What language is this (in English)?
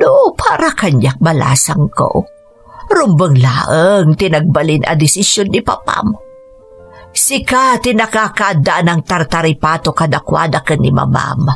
Iloko